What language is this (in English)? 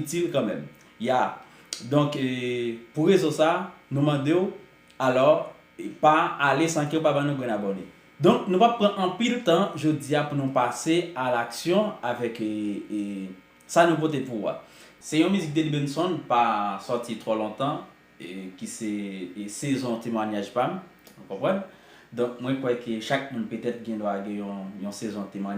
Haitian Creole